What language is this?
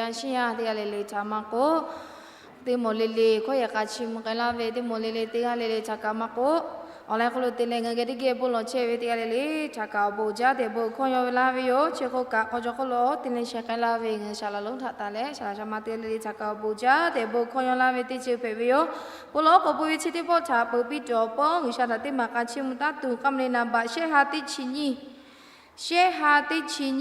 Lahu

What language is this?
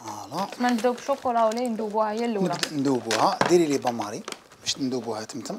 Algerian Arabic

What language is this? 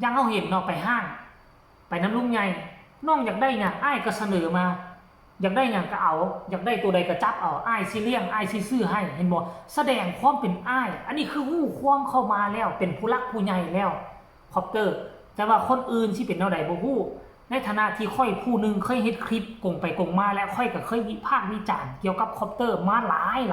Northeastern Thai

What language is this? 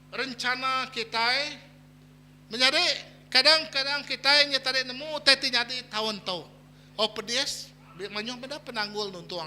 Iban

